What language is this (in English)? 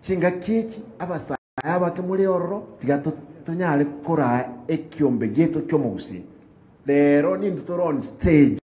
Gusii